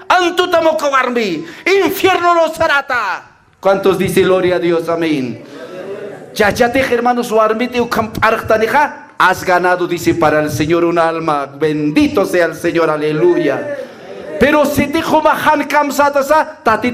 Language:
Aymara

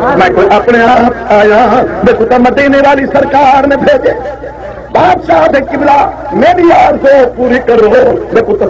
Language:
Saraiki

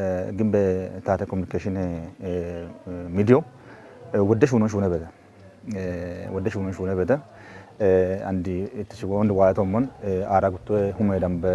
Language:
Kafa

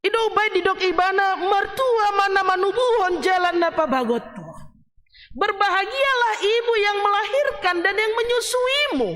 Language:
Batak Toba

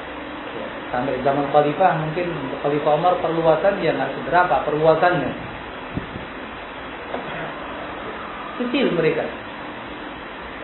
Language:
Indonesian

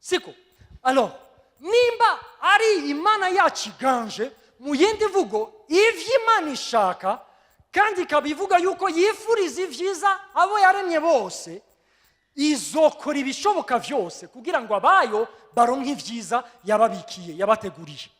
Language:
Rundi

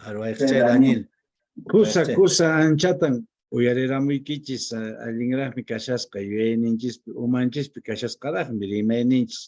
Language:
Quechua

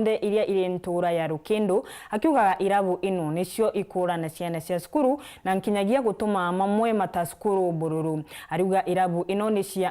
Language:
Meru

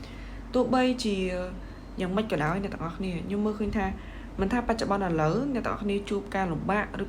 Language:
Khmer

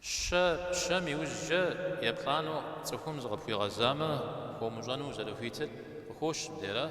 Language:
Kabardian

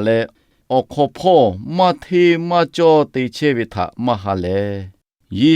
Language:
Lahu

